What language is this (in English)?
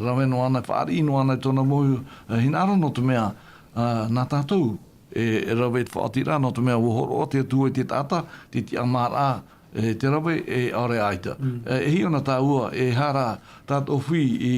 Tahitian